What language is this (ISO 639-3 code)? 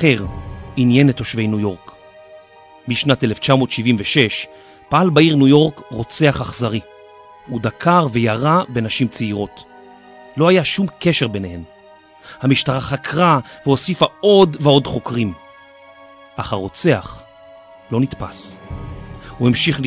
heb